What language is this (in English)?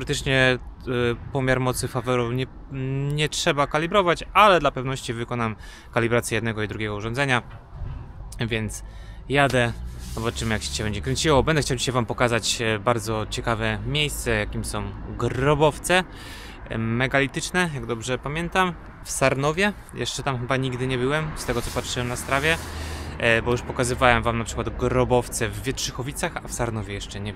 Polish